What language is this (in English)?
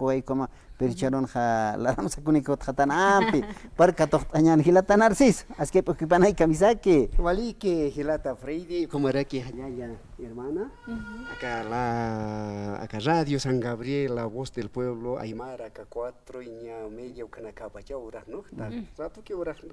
Aymara